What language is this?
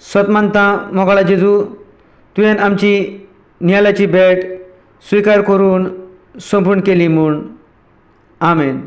Konkani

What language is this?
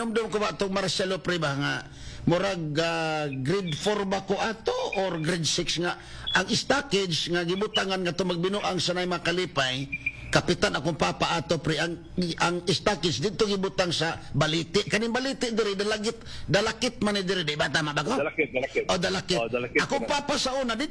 Cebuano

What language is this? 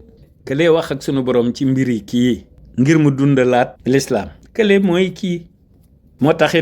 Wolof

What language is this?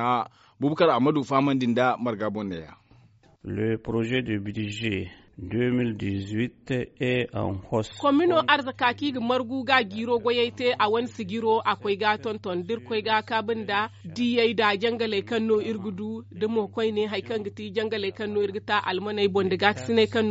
Zarma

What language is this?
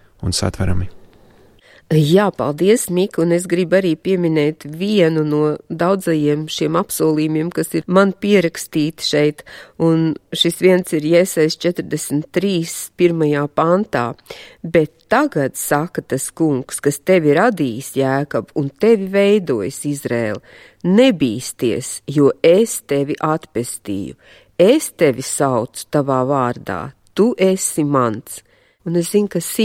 Latvian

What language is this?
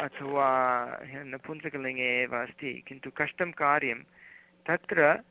Sanskrit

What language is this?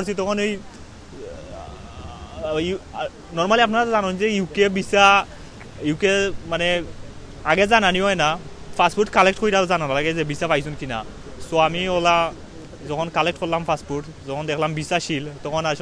Sylheti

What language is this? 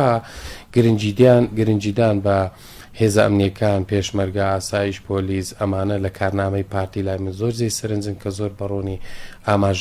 Central Kurdish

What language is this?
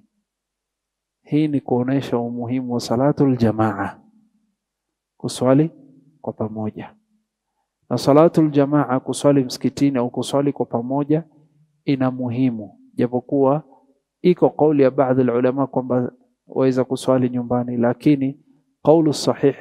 Swahili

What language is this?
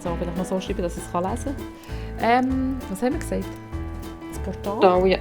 Swiss German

